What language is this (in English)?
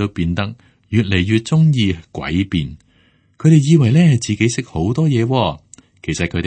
Cantonese